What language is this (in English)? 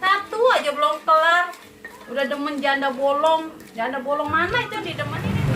Betawi